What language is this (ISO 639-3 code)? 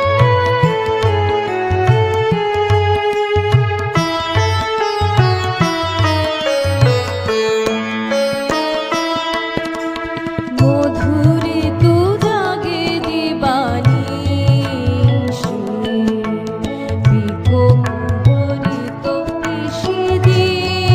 ben